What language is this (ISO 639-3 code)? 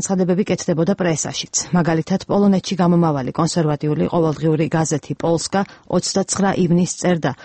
kat